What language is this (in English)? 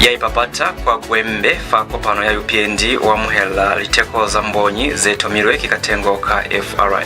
Lozi